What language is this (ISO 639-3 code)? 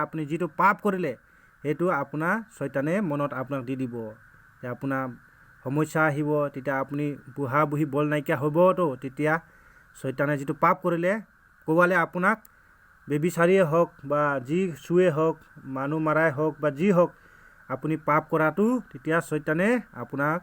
asm